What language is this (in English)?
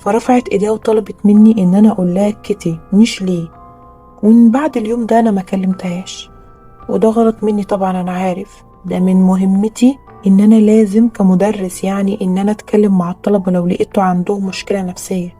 Egyptian Arabic